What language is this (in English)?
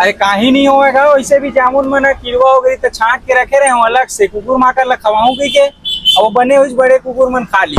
Chhattisgarhi